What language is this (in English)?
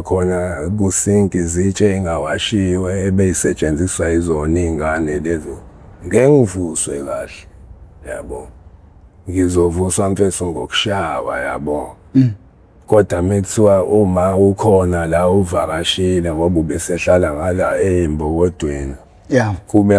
Zulu